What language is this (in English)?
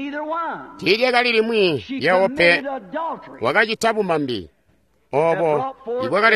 Tonga (Zambia)